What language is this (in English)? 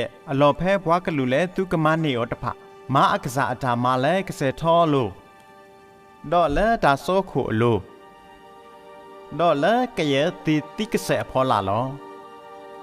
S'gaw Karen